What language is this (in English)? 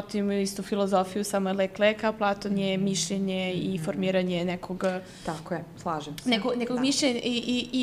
Serbian